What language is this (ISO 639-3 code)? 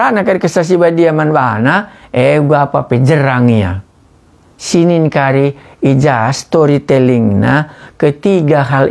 btx